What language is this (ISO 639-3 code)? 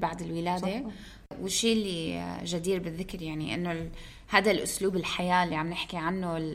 apc